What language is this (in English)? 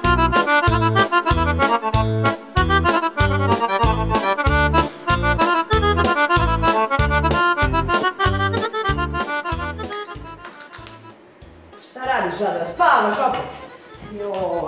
Croatian